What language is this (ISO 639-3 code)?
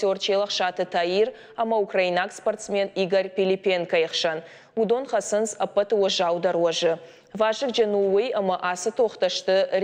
oss